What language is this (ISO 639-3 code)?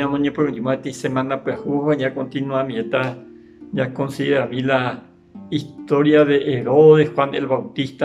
grn